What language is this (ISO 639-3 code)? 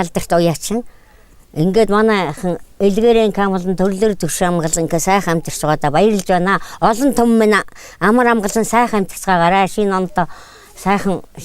mon